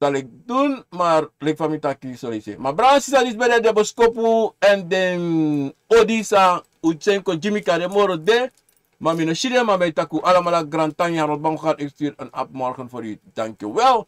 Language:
Sranan Tongo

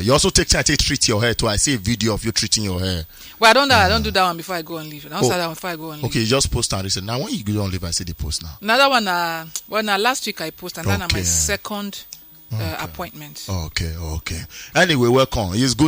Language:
Nigerian Pidgin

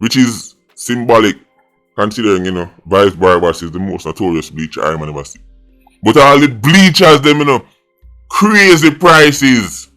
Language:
Jamaican Creole English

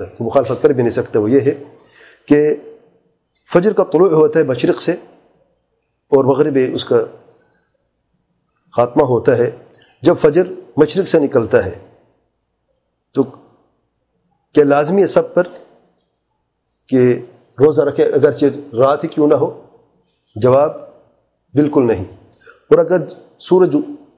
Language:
Urdu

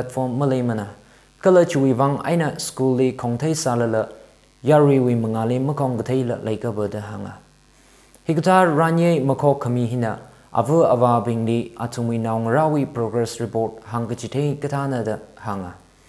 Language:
Tangkhul Naga (India)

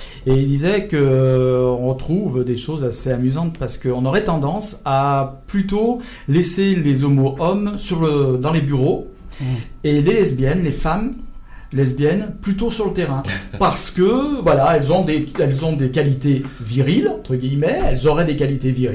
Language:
French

